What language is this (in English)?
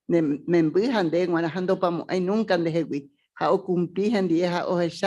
Guarani